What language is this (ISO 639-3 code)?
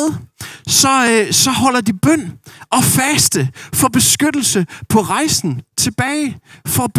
dan